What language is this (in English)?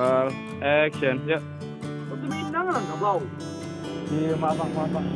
Minangkabau